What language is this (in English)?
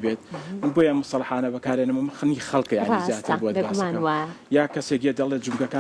Central Kurdish